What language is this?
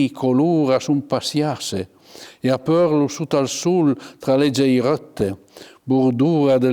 Piedmontese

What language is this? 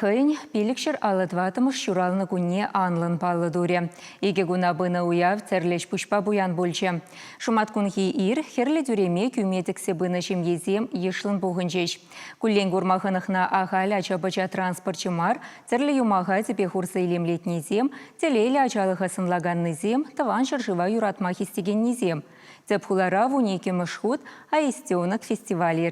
Chuvash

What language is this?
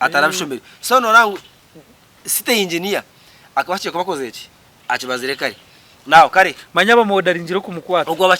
Nyankole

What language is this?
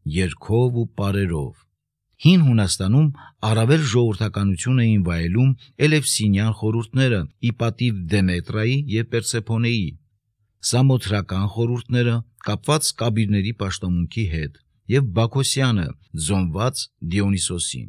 Armenian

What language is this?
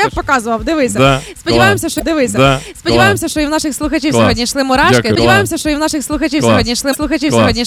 Ukrainian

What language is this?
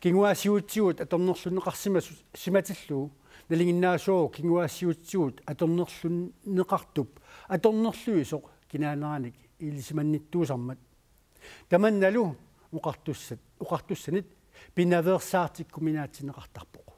Kalaallisut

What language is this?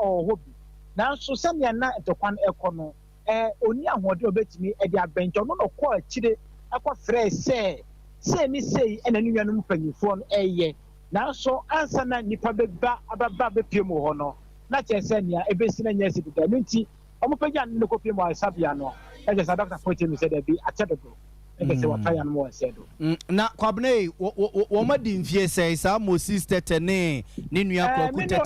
Akan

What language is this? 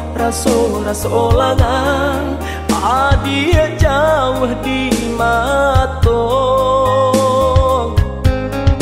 Minangkabau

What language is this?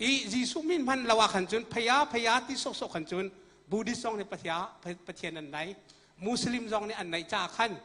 Hakha Chin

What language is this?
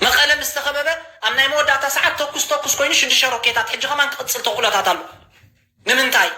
Tigrinya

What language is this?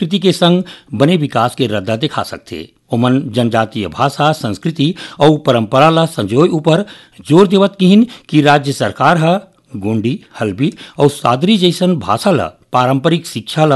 Chhattisgarhi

